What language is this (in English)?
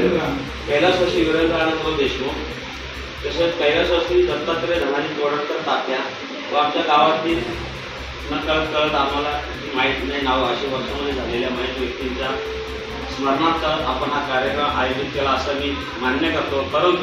Marathi